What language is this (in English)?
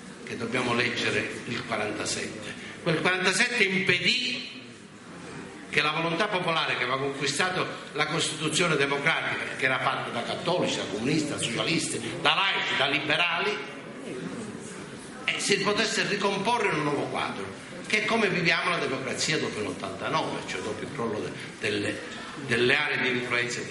Italian